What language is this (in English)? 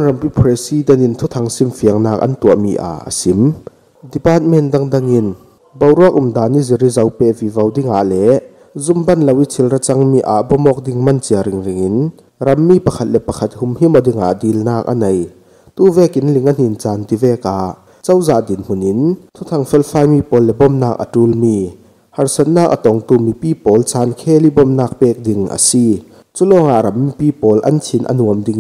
Falam Chin